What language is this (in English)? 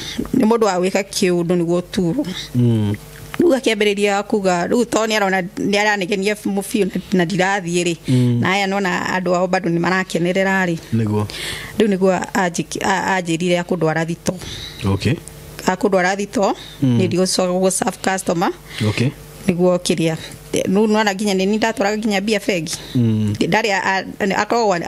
Kikuyu